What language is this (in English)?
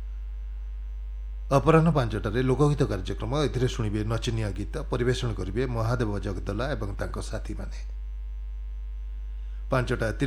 Odia